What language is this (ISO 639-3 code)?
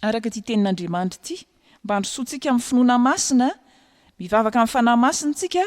mlg